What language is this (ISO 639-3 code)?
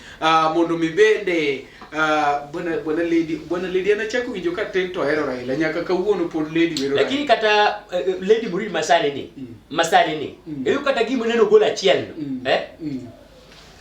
luo